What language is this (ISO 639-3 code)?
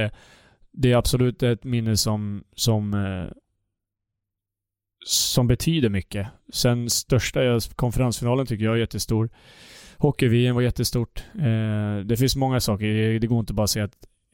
swe